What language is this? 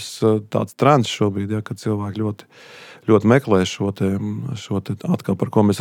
Latvian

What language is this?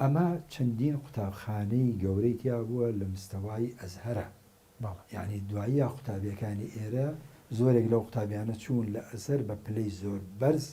Central Kurdish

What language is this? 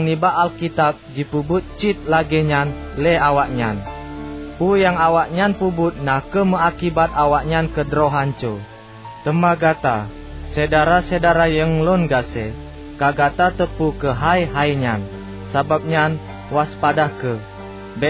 Achinese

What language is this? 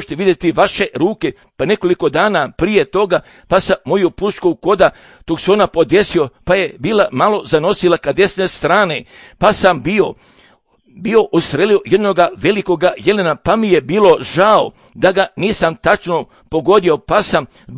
Serbian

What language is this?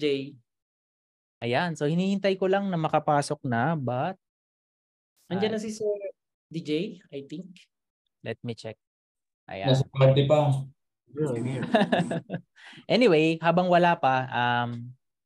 Filipino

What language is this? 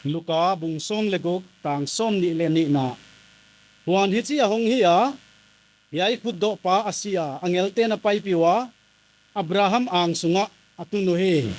Paite Chin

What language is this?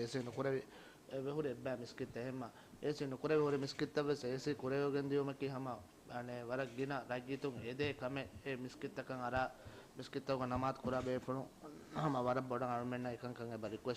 Divehi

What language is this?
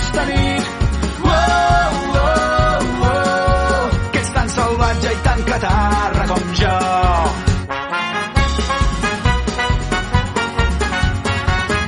Catalan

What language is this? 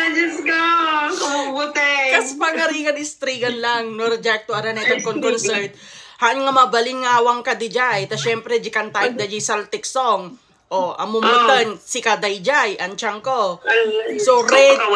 Iloko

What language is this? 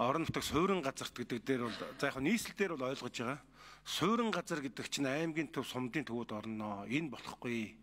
Mongolian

